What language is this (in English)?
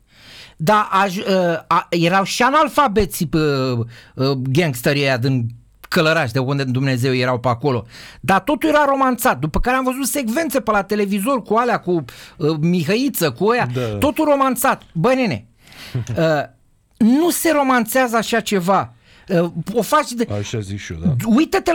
Romanian